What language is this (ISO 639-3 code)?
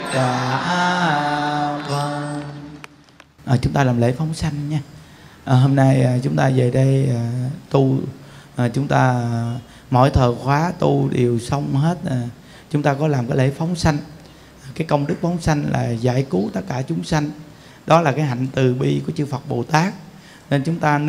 vie